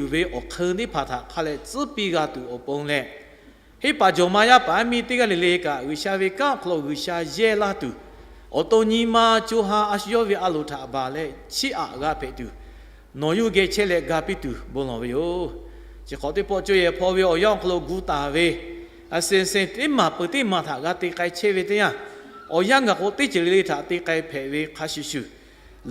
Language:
Lahu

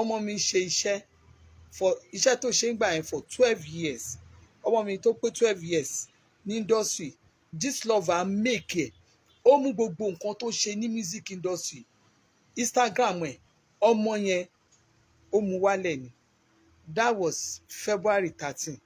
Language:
Yoruba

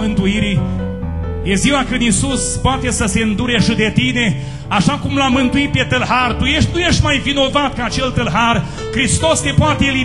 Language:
Romanian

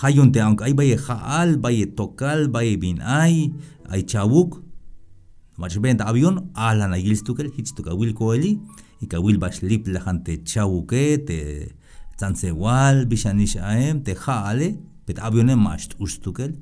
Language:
Tzeltal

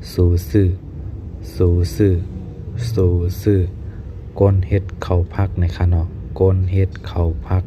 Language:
Shan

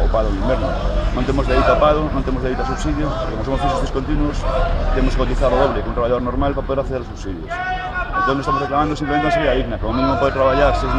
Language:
Galician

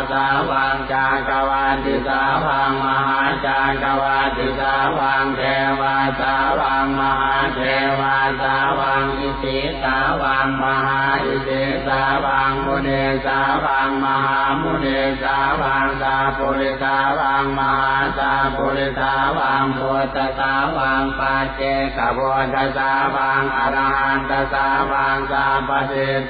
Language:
Pali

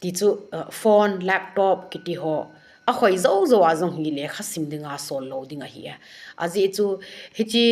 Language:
Thado Chin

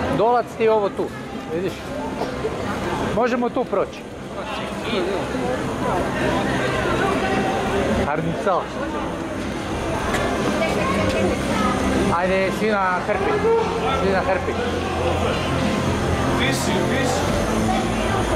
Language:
Croatian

